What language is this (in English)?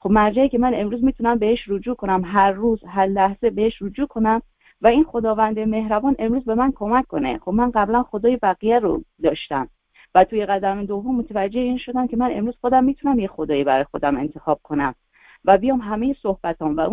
Persian